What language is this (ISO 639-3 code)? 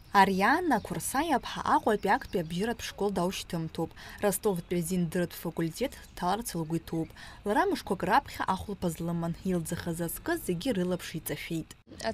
abk